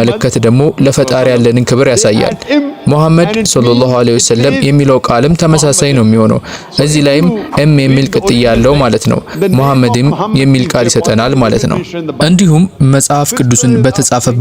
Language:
Amharic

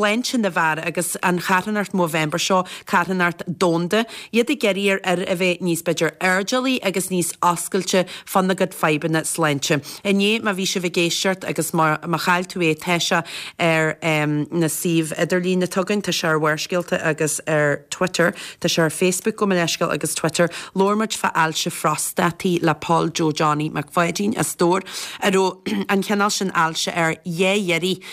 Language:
Irish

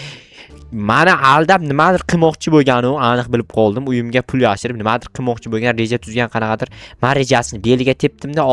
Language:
Uzbek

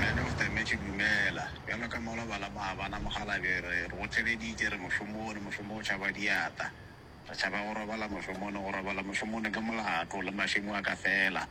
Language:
Northern Sotho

